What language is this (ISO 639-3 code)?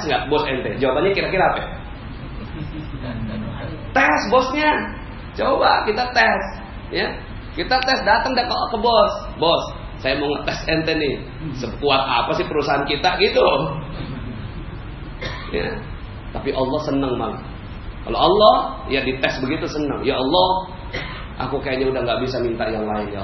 ind